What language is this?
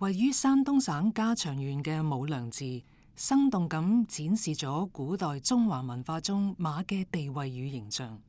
Cantonese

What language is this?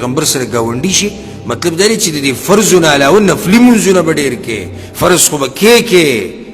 Pashto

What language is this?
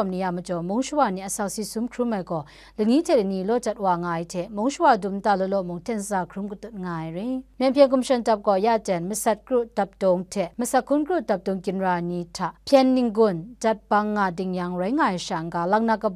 Kachin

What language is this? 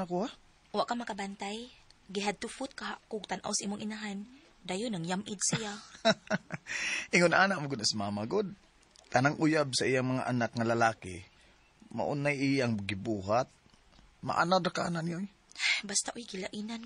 Cebuano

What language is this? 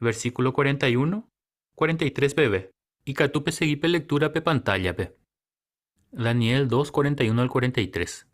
Guarani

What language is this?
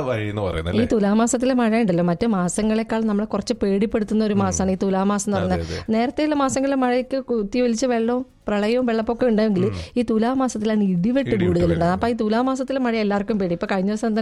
Malayalam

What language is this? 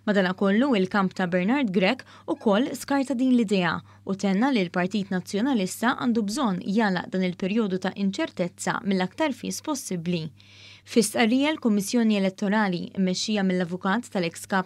Maltese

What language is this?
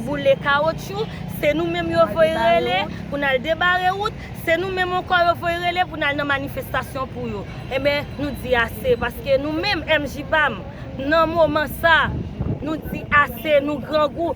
Haitian Creole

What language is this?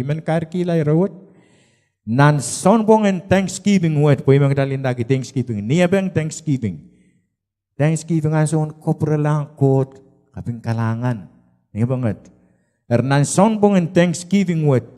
Pohnpeian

